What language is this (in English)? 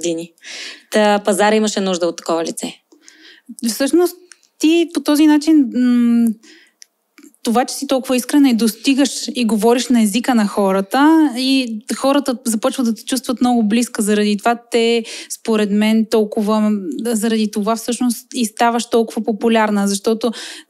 Bulgarian